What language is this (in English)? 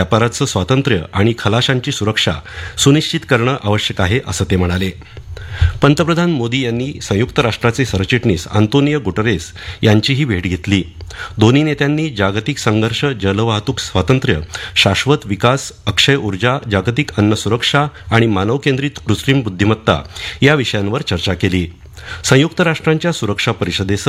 Marathi